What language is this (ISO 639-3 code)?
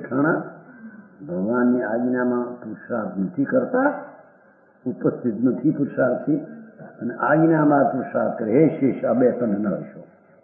guj